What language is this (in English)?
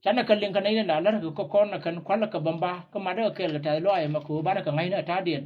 Nuer